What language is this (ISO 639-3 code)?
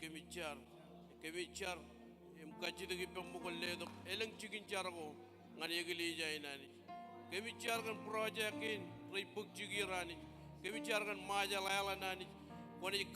mah